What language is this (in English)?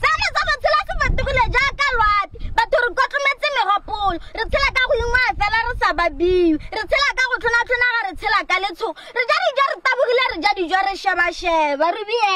Tswana